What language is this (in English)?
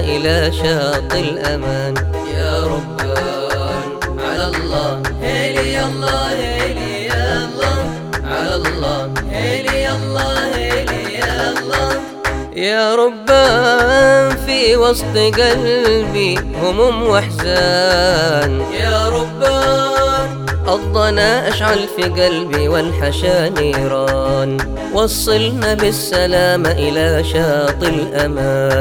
Arabic